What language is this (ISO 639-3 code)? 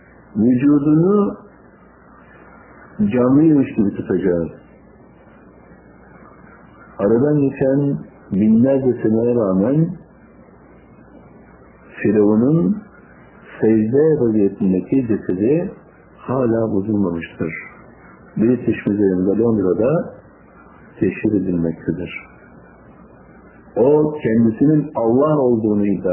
tur